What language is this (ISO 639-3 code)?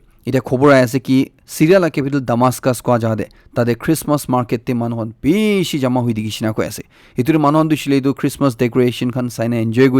nag